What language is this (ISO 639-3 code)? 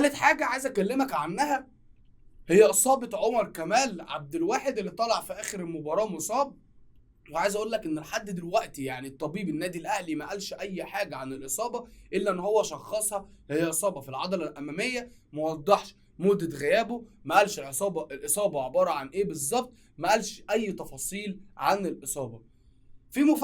arz